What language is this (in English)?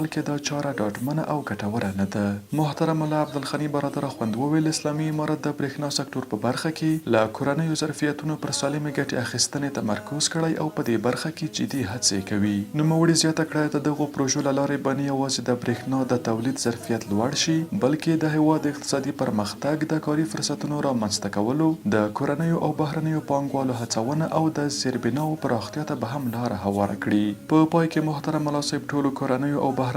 Pashto